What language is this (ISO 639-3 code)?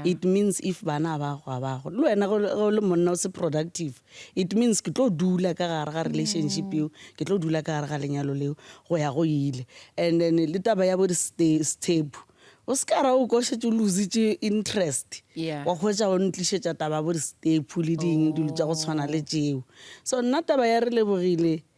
nso